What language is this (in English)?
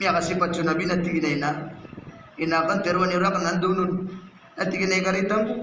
Maranao